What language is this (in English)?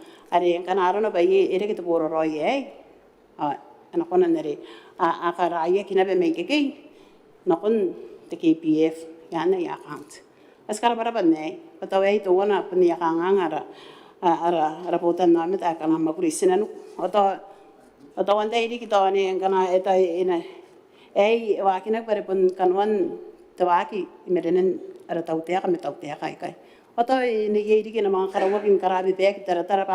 Gilbertese